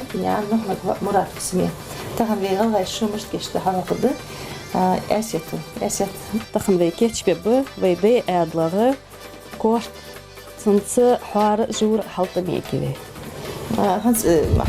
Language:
Ingush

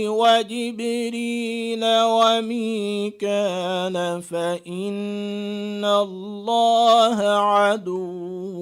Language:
Divehi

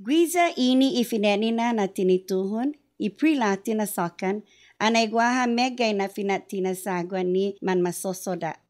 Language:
Chamorro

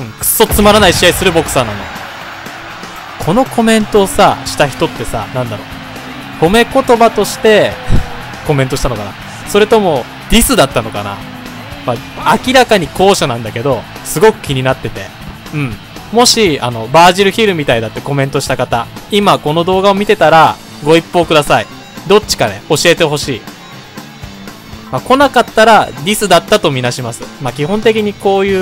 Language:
Japanese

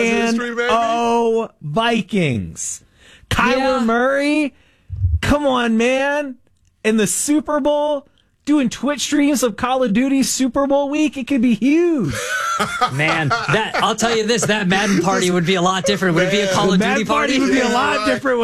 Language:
English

